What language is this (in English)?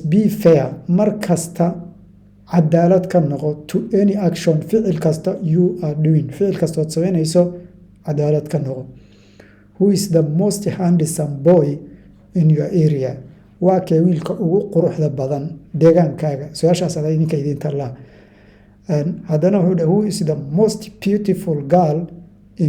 Somali